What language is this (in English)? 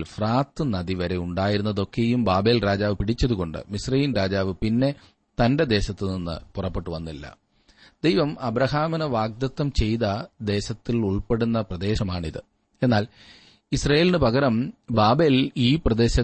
Malayalam